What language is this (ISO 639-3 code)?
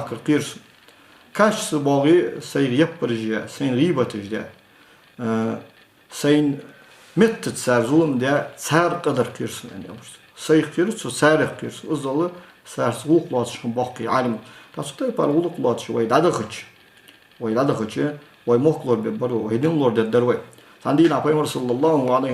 inh